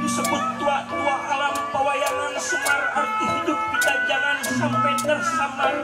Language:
Betawi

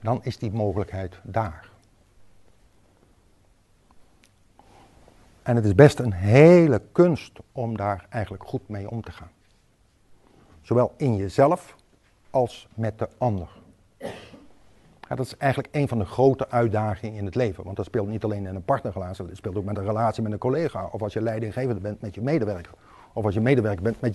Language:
Dutch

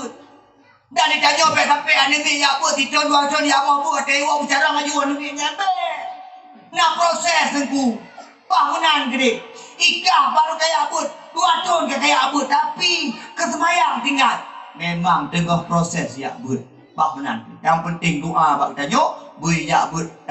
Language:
Achinese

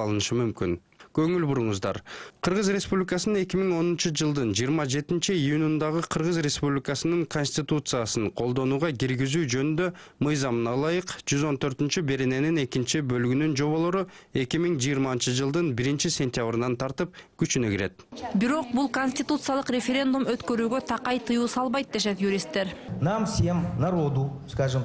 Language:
Kyrgyz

